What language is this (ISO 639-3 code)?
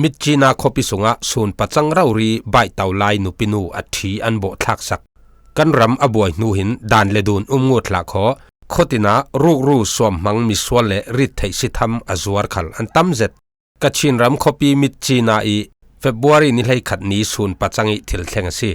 cfm